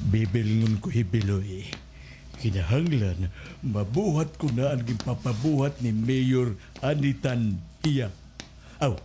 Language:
Waray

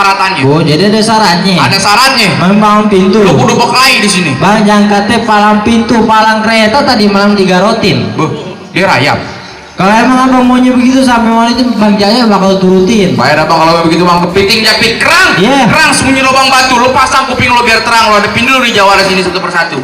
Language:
Betawi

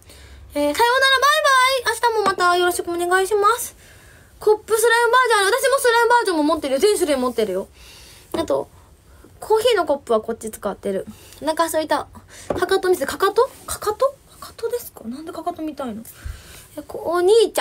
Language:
Japanese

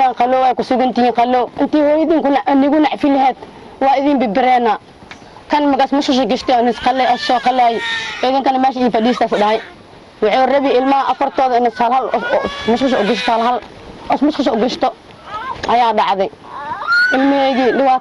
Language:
Somali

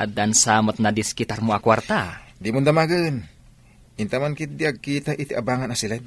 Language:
Iloko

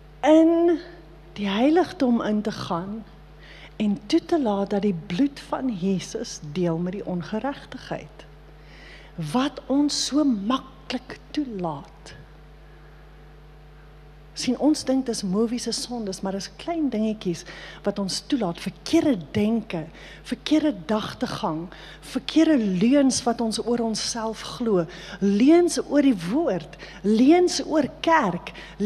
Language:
Afrikaans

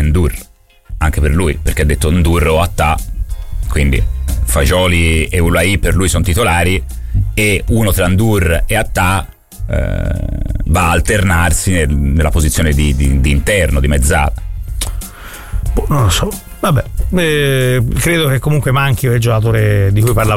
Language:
Italian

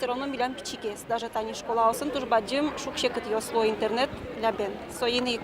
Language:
Udmurt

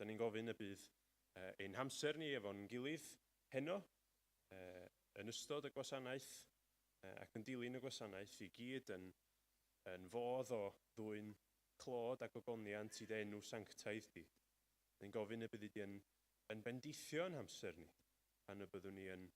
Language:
Welsh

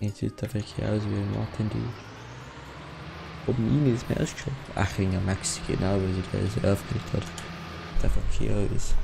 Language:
Bavarian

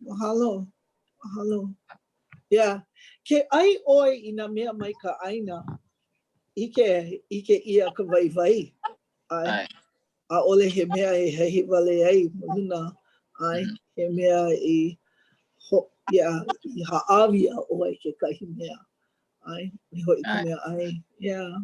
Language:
Hawaiian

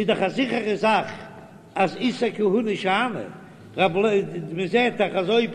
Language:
Yiddish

